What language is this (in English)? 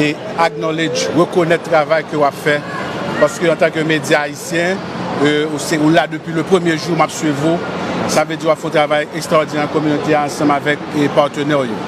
Haitian Creole